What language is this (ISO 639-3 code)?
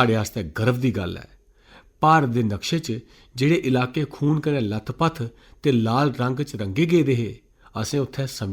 doi